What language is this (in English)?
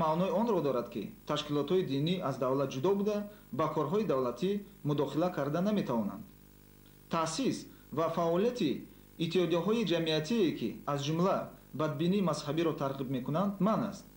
Tajik